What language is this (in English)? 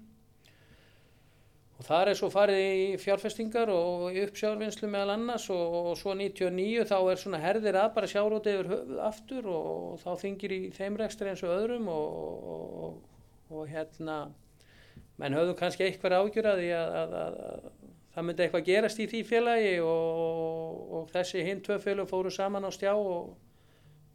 Icelandic